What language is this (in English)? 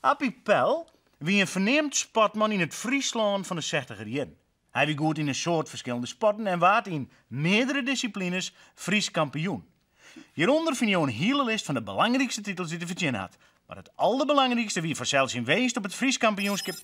Western Frisian